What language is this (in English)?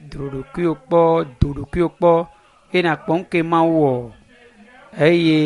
Ewe